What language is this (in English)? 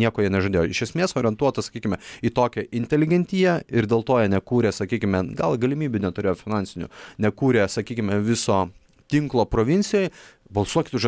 Lithuanian